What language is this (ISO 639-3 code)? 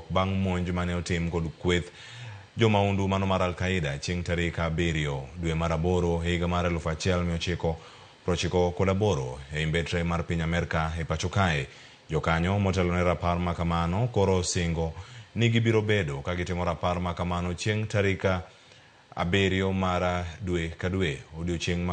luo